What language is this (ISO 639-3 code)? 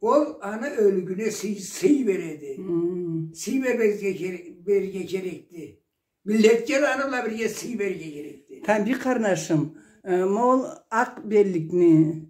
krc